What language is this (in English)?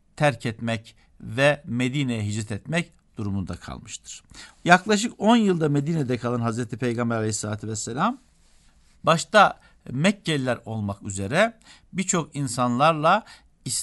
Turkish